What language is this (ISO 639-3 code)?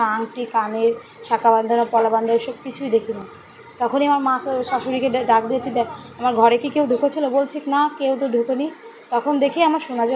ben